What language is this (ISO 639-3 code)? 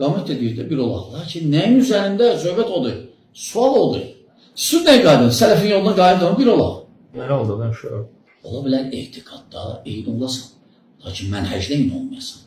aze